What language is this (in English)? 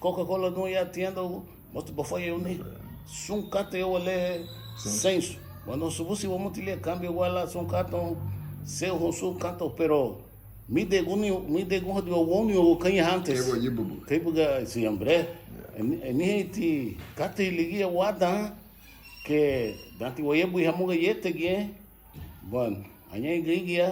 Garifuna